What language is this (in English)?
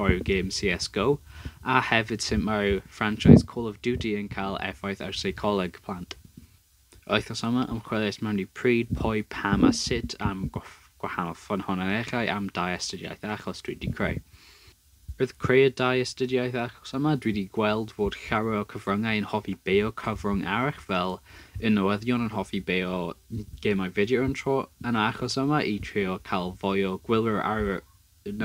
Welsh